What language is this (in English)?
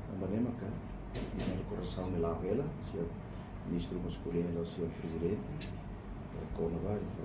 Tetum